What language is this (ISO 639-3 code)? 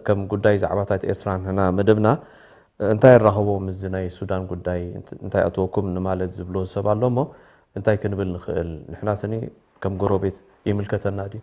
tir